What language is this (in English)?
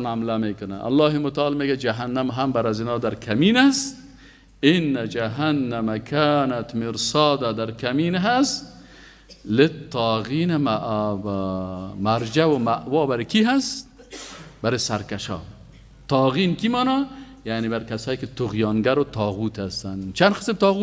Persian